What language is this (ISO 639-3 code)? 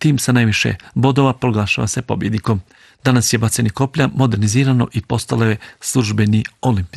bos